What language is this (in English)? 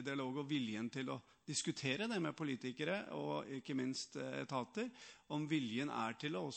Norwegian